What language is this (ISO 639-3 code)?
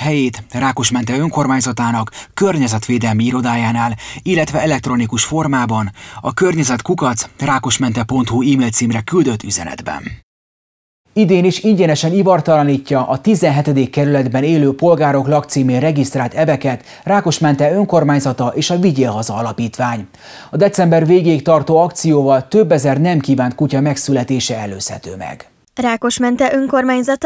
hun